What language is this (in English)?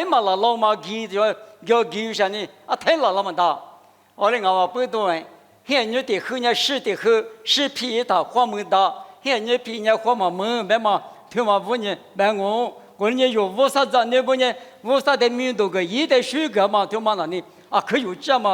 Lisu